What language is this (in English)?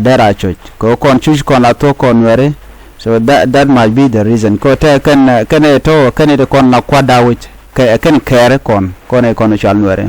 Nuer